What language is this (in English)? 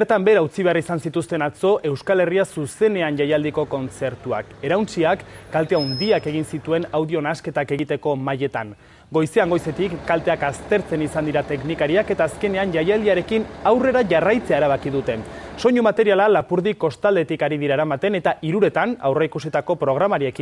Basque